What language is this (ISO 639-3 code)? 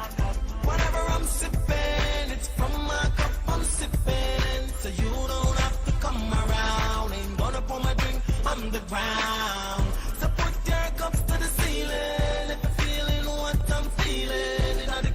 pon